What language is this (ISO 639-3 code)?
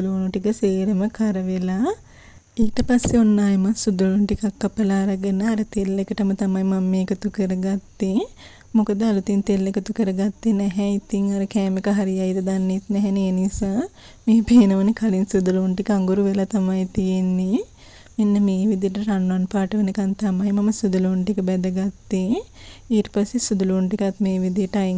sin